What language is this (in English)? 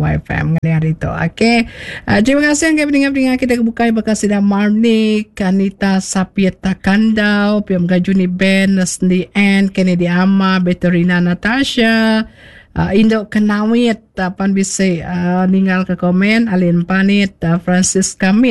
Iban